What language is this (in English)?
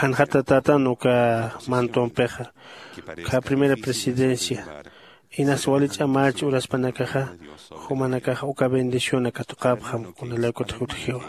Aymara